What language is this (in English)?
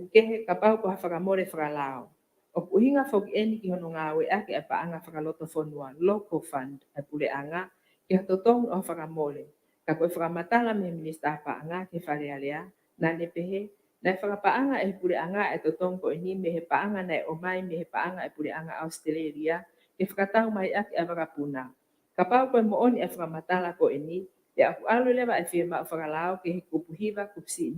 Tongan